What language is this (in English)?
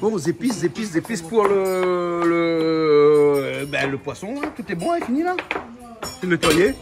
Réunion Creole French